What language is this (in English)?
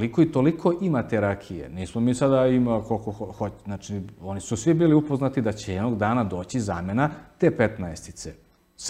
Serbian